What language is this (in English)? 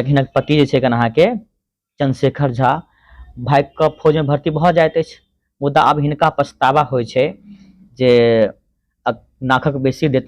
Maithili